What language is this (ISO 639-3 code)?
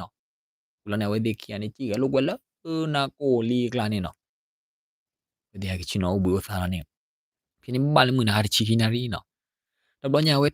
ksw